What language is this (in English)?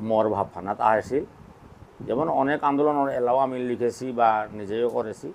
Bishnupriya